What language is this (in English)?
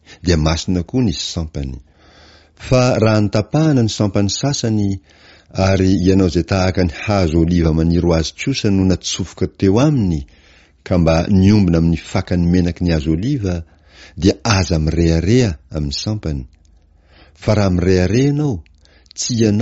Malagasy